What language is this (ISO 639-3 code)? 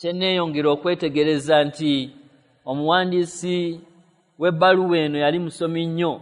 lug